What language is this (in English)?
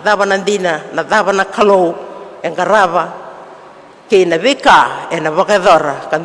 Fijian